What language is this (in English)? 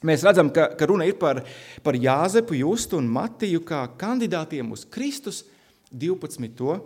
Latvian